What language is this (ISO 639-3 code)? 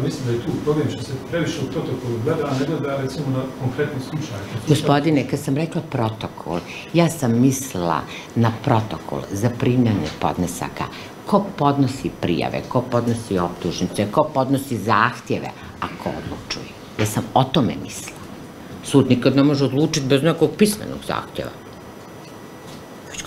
bos